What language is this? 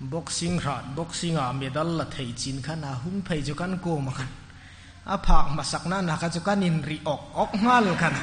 Hmar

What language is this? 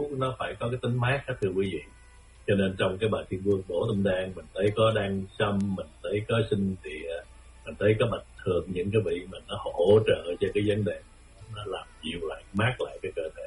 Vietnamese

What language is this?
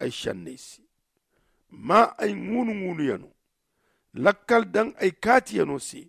Zarma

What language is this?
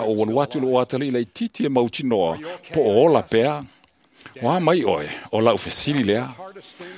Samoan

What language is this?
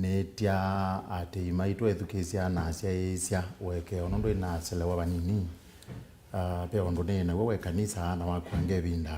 Kamba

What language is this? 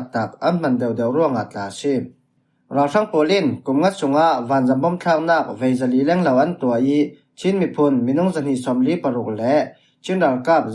Falam Chin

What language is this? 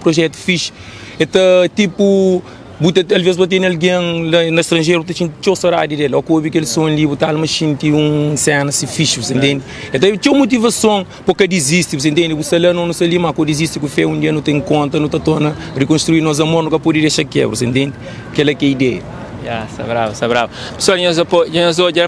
Kabuverdianu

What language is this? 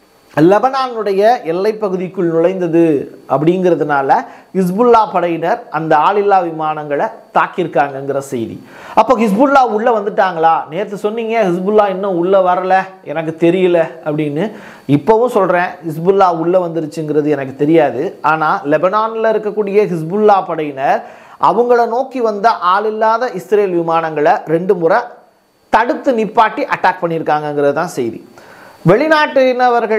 Tamil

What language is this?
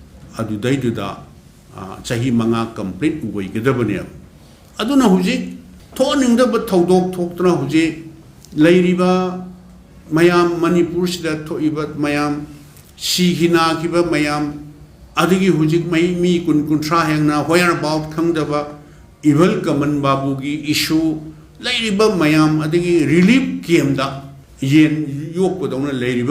Manipuri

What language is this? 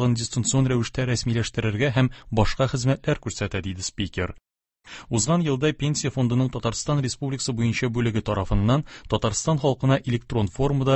Tatar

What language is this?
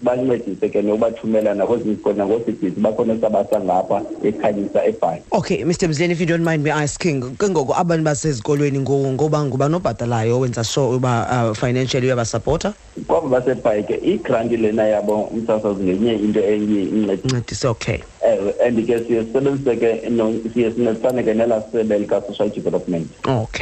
Xhosa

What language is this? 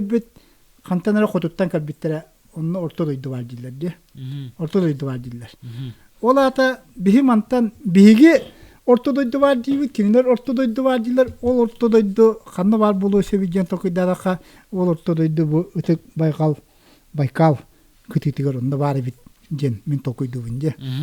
Yakut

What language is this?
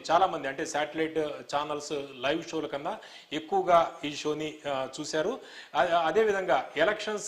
Telugu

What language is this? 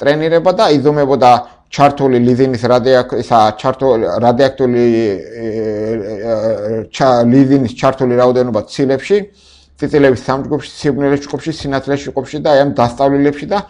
Georgian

